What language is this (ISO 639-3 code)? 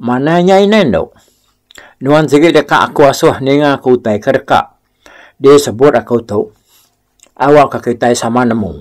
iba